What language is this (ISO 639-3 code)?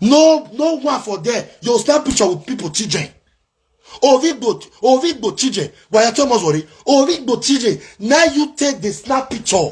pcm